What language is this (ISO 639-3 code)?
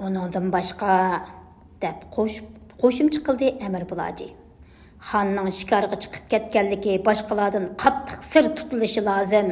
uig